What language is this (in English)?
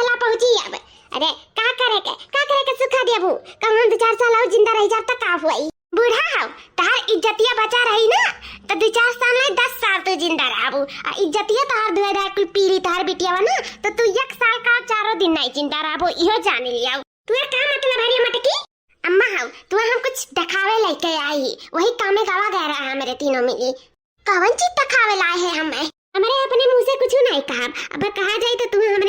Awadhi